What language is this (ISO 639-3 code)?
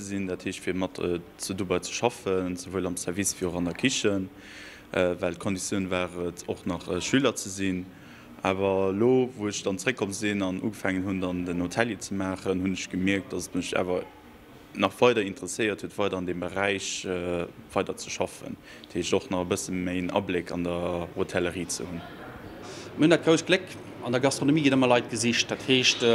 ltz